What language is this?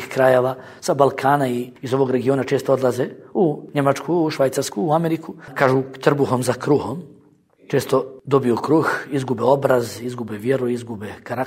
Bosnian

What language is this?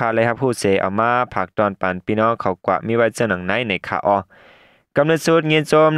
Shan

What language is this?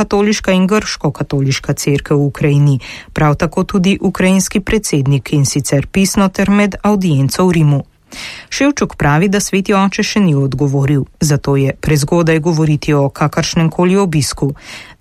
Slovenian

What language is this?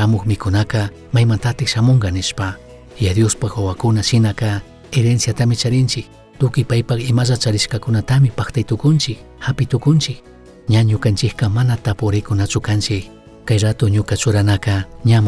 Chimborazo Highland Quichua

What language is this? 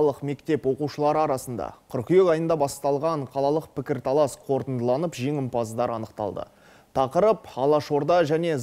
Kazakh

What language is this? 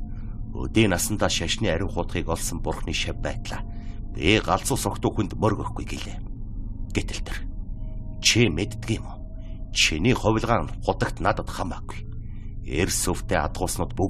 Mongolian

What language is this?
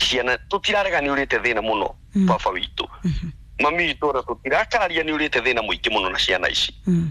Kikuyu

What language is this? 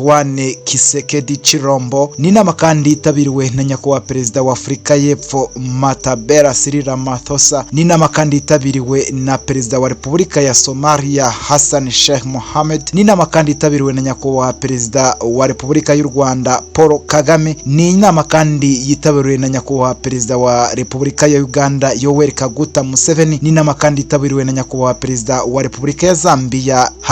Kinyarwanda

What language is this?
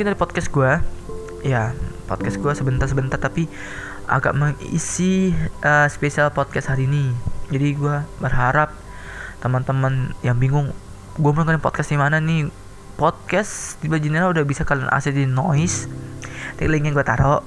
Indonesian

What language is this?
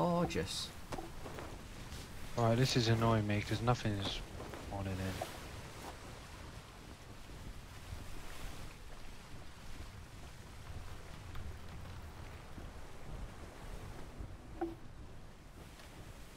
English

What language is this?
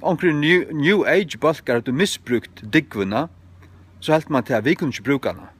Faroese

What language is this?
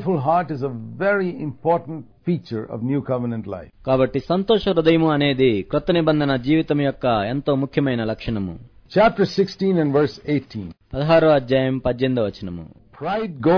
Telugu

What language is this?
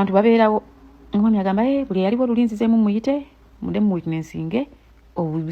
Ganda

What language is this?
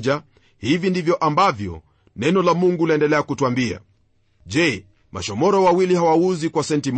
Swahili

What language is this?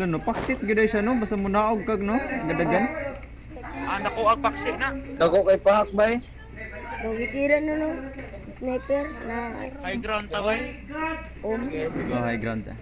Cebuano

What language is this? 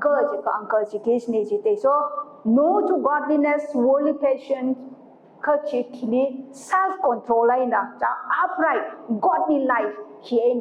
Tangkhul Naga (India)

